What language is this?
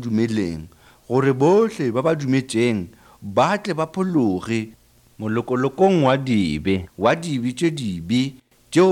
Northern Sotho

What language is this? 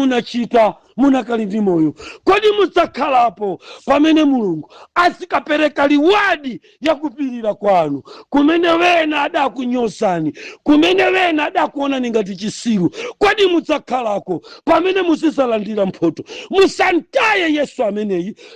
Nyanja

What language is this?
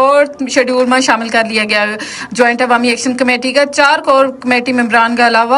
Gujari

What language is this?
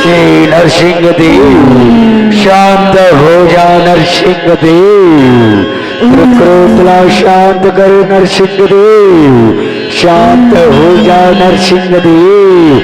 Chhattisgarhi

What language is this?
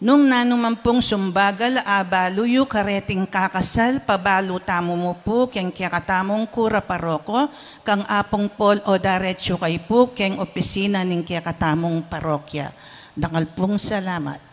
Pampanga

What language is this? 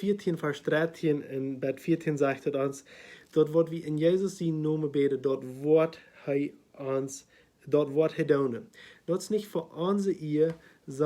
Plautdietsch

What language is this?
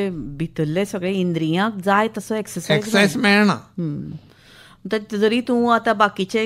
Konkani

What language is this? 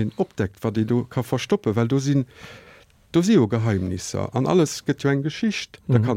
Luxembourgish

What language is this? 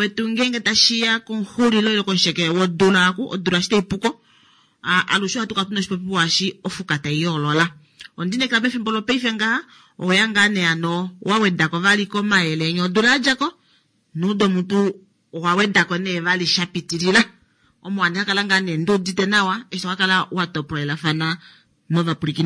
Kuanyama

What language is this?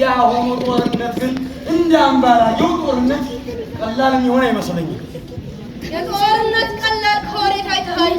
Amharic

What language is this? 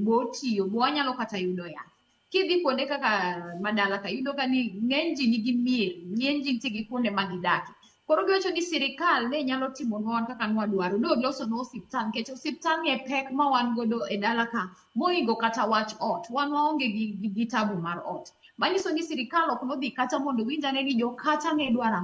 Luo (Kenya and Tanzania)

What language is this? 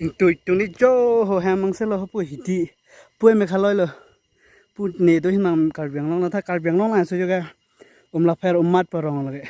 Karbi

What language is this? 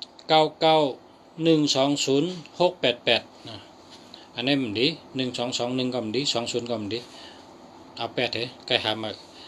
Shan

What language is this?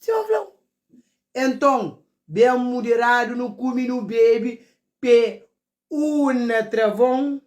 Kabuverdianu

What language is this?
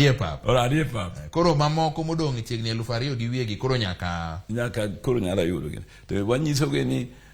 Luo (Kenya and Tanzania)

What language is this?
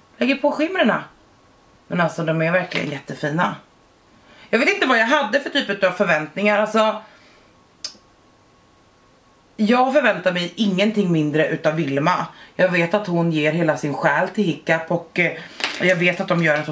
Swedish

